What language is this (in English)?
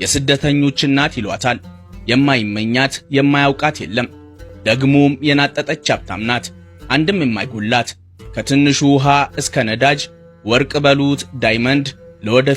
Amharic